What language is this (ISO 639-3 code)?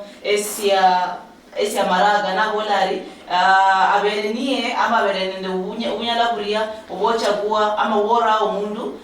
luy